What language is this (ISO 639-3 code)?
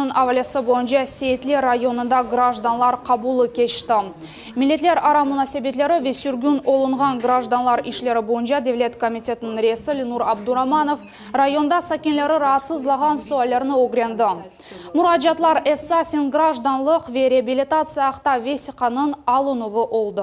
crh